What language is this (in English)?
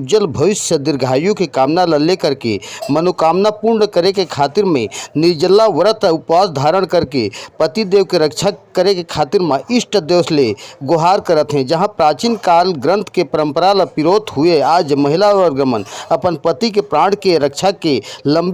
Chhattisgarhi